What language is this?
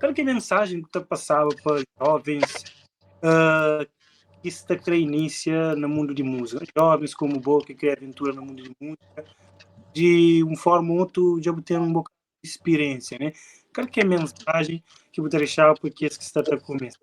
Kabuverdianu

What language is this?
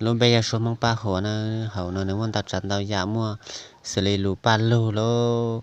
Hmong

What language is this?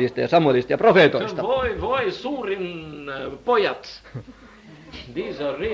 Finnish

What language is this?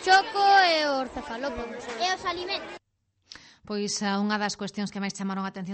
Galician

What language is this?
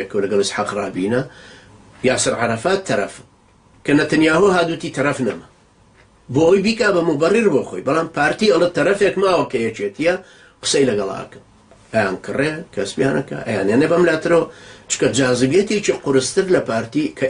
Central Kurdish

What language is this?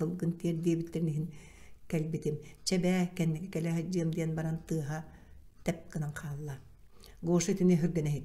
Yakut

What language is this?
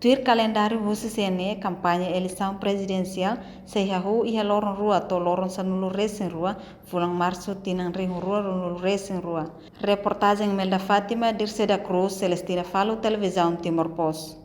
Tetum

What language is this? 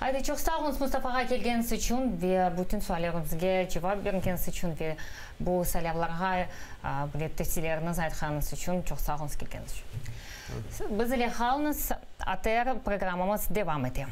Crimean Tatar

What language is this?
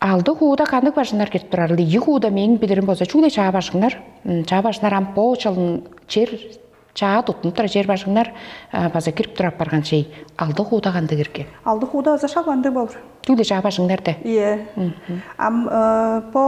Tuvinian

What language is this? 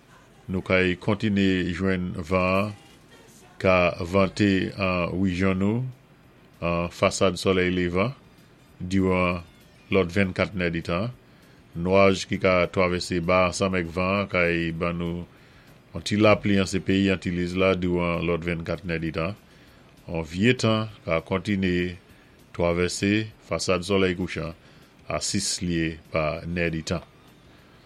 Saint Lucian Creole French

